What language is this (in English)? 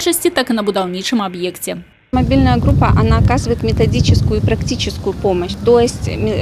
Belarusian